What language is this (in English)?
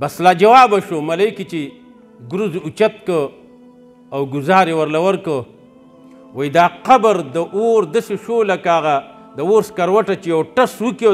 Pashto